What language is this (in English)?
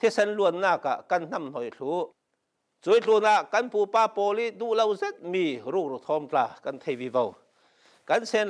Falam Chin